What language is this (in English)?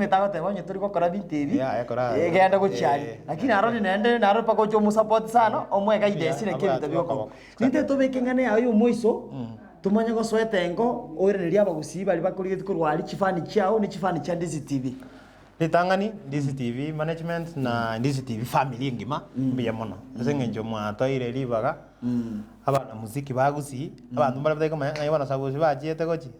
Gusii